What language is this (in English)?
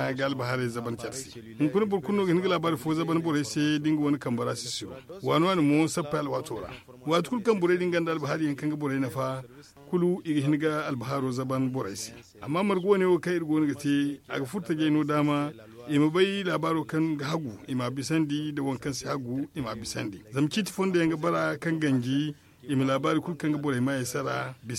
Zarma